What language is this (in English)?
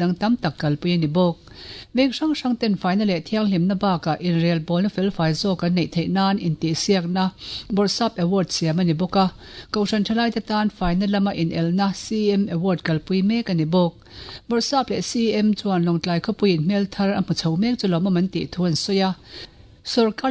Mizo